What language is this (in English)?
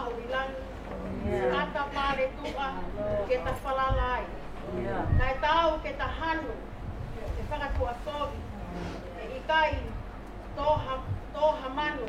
Tongan